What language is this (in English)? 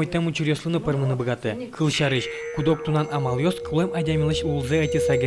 Udmurt